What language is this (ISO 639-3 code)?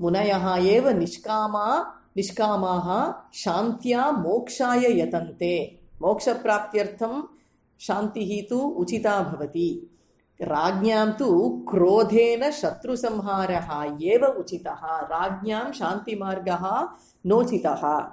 san